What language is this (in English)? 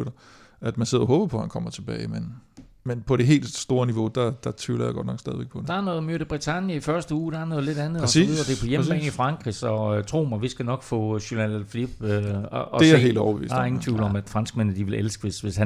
Danish